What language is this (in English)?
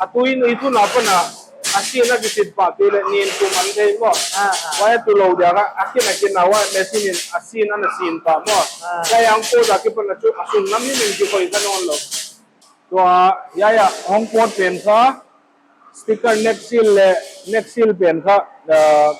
Paite Chin